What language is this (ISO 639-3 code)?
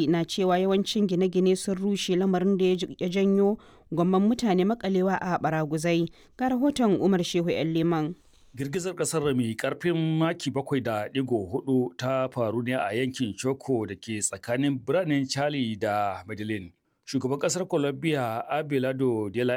hau